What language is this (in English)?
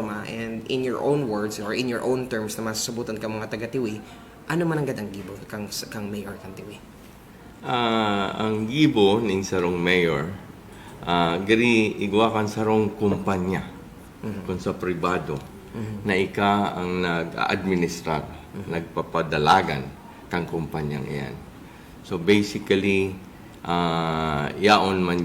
Bikol